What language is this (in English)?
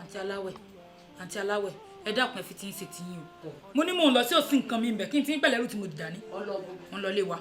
Yoruba